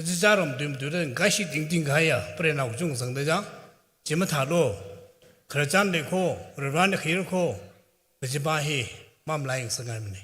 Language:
Tangkhul Naga (India)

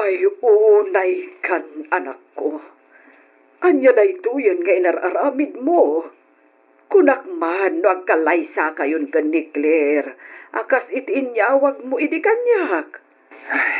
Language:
Iloko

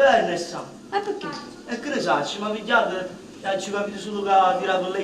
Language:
Neapolitan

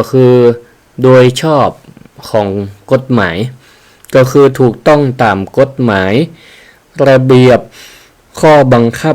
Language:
Northern Thai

